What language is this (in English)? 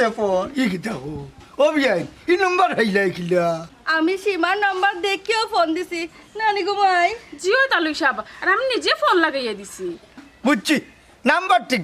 Sylheti